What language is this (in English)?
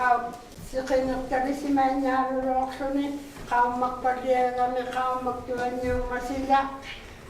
Inuktitut